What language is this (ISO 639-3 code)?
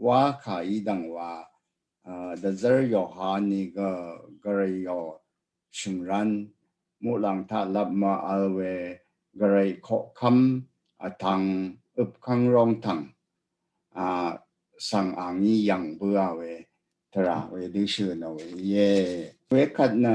raw